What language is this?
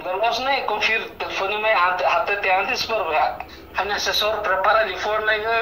Tetum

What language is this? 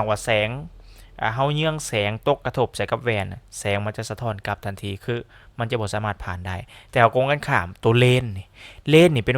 Lao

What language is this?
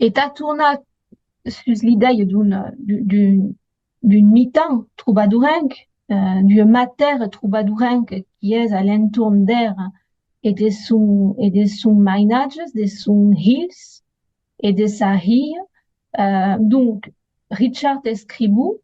Occitan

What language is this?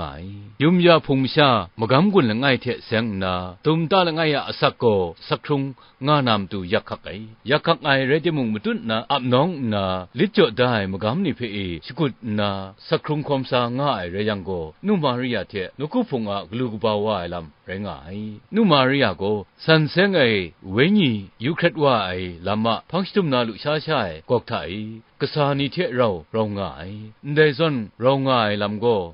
Kachin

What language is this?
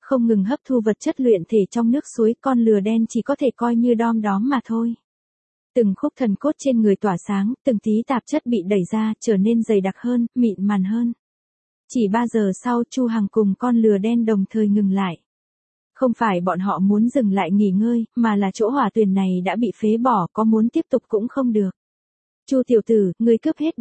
Vietnamese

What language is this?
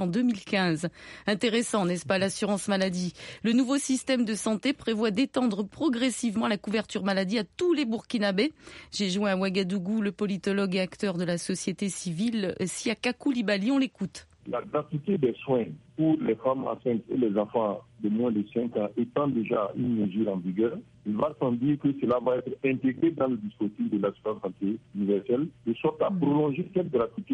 French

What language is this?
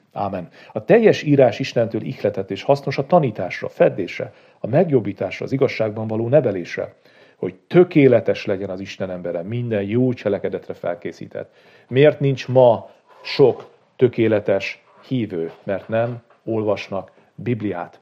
Hungarian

